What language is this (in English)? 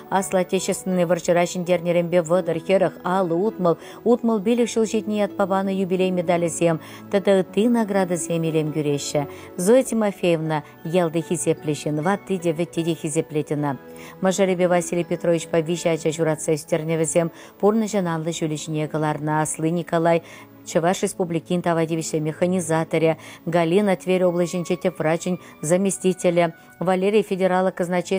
Chuvash